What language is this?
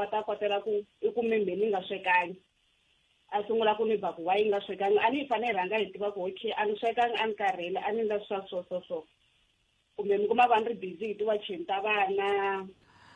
Tsonga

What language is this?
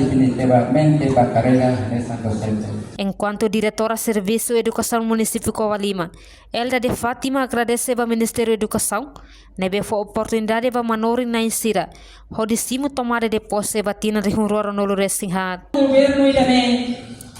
Tetum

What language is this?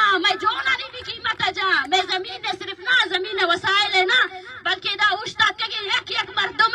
Baluchi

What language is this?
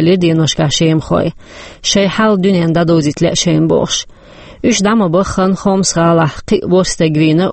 Chechen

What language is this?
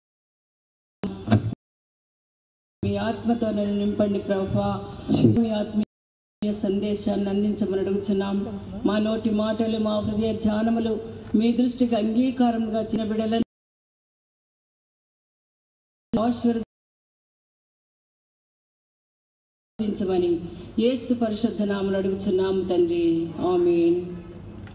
Telugu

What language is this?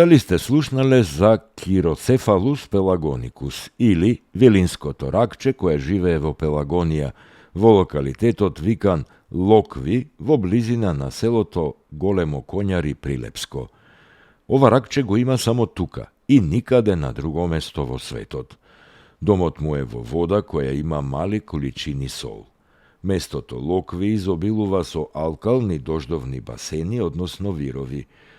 Macedonian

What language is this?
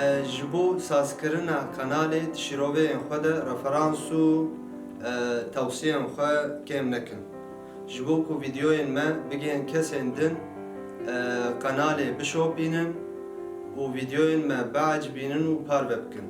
Kurdish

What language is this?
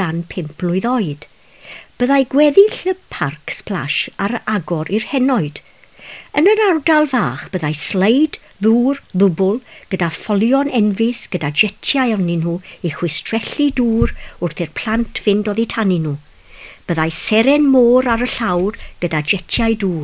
Welsh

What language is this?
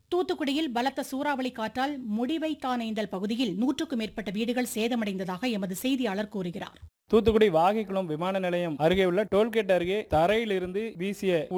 Tamil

